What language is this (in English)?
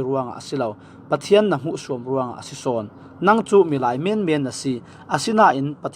Falam Chin